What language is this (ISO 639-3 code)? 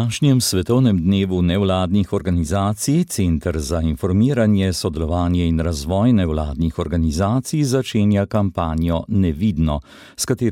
slv